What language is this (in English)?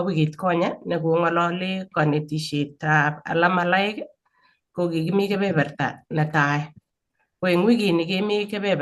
Kalenjin